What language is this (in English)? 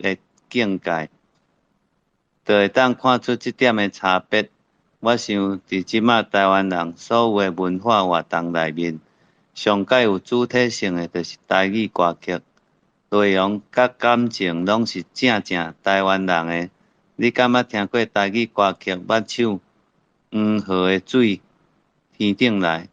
Min Nan Chinese